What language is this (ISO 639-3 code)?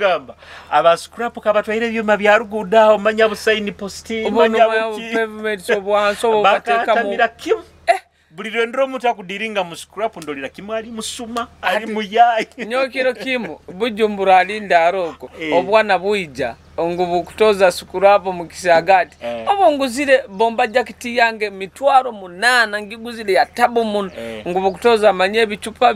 nyo